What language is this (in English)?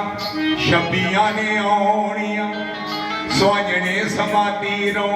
Dogri